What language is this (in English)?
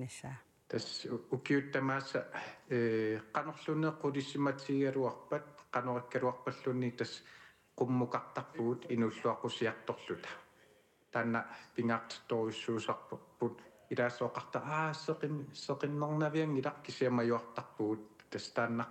Kalaallisut